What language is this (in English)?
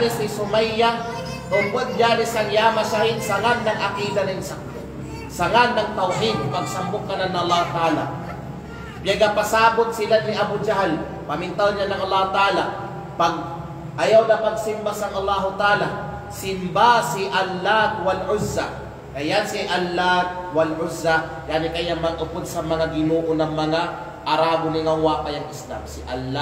Kalagan